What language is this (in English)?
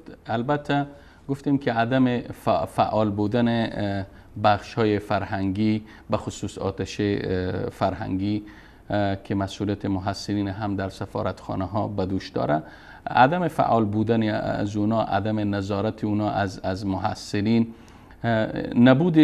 Persian